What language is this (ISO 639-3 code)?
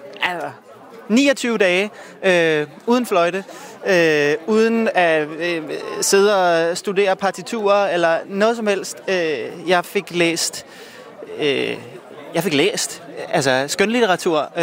dan